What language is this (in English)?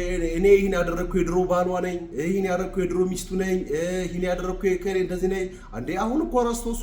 Amharic